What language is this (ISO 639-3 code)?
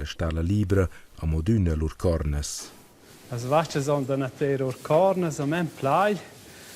roh